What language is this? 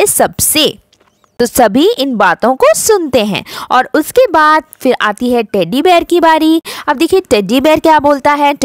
Hindi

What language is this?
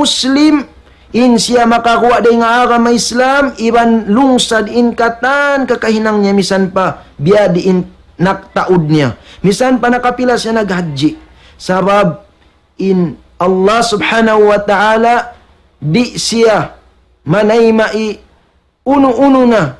Tausug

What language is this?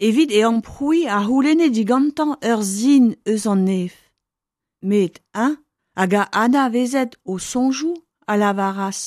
Breton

